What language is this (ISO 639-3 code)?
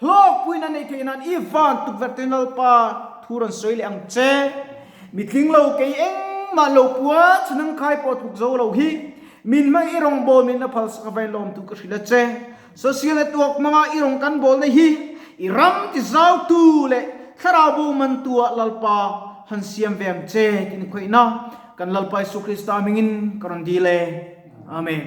lus